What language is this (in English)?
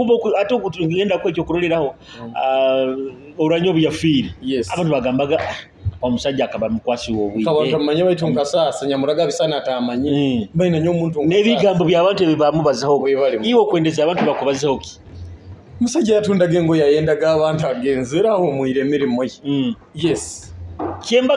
Nyoro